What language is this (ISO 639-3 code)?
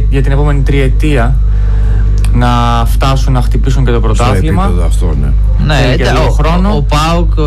ell